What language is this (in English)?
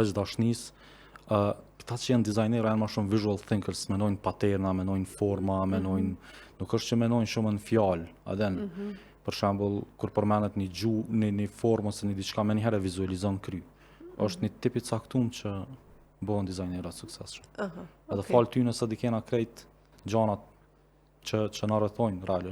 Albanian